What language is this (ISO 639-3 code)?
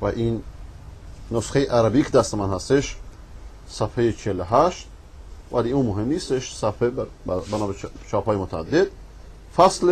fas